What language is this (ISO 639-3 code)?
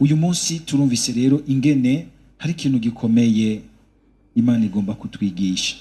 run